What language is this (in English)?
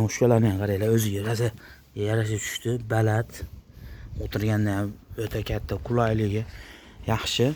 Uzbek